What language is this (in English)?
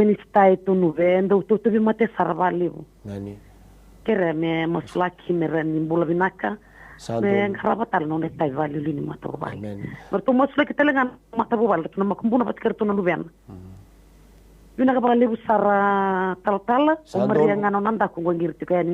Fijian